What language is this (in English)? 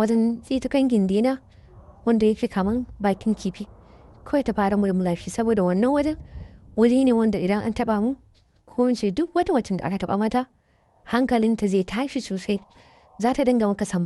Hausa